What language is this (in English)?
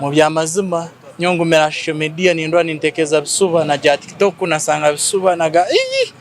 Tooro